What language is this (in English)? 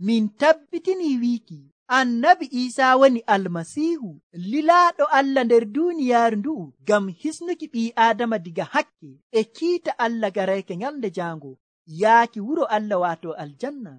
Nigerian Fulfulde